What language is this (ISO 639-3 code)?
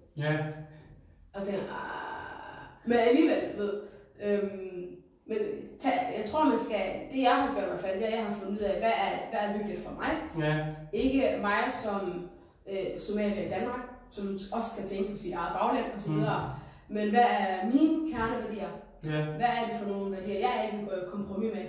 dan